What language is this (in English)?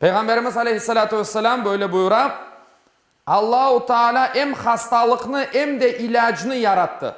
Crimean Tatar